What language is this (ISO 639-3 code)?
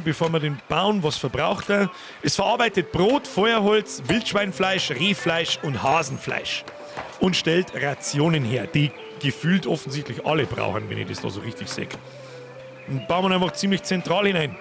bar